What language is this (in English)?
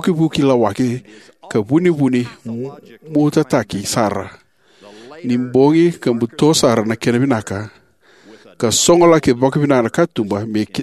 Fijian